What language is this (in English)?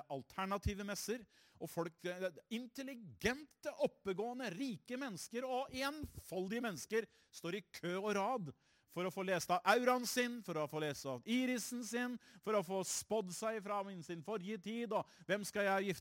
Norwegian